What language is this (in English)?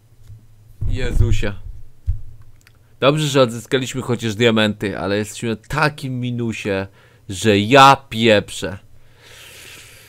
Polish